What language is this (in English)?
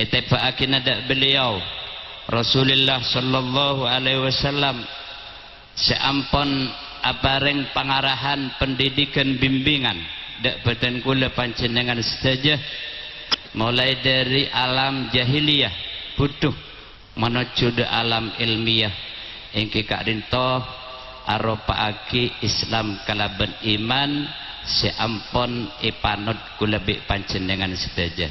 Madurese